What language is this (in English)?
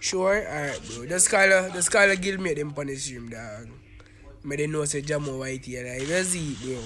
Jamaican Creole English